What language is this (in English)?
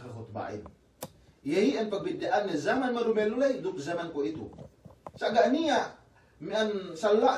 Yakan